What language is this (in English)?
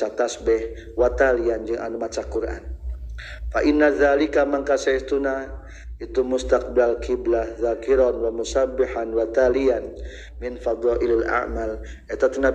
Sundanese